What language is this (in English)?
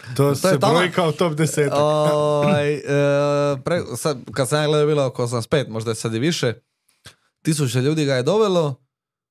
Serbian